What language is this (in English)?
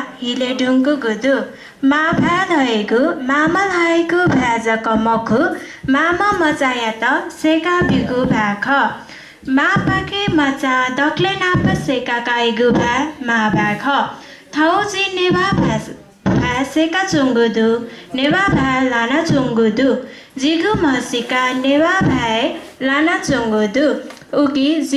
Newari